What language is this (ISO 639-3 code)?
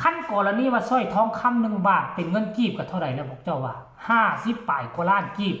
tts